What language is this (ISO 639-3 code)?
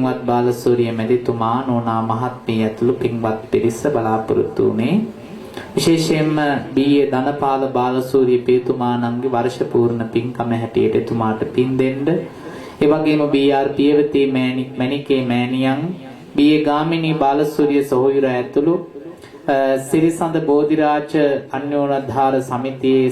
sin